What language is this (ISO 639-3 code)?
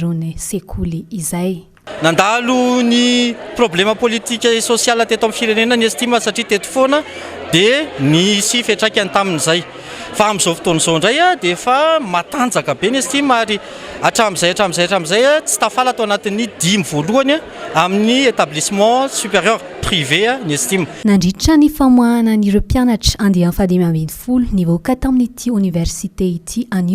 mlg